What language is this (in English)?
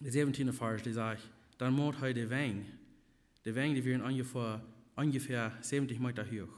Plautdietsch